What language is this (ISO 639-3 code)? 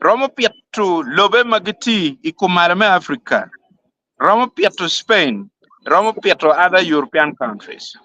ach